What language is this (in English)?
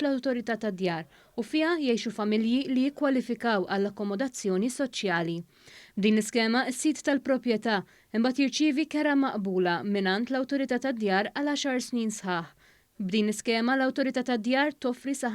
Maltese